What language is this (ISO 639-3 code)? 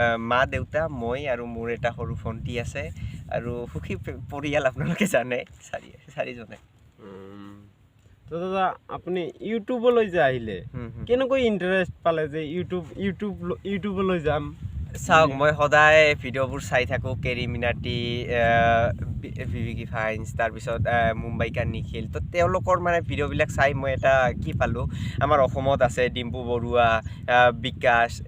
asm